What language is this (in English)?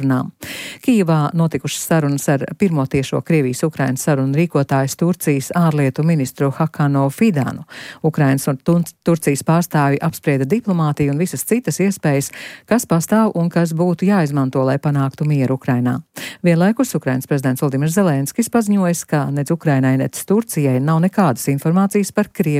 Latvian